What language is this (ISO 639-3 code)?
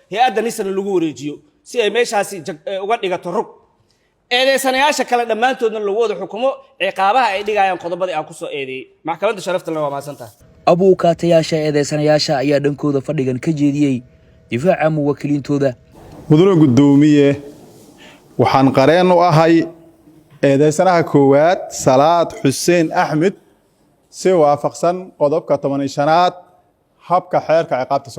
som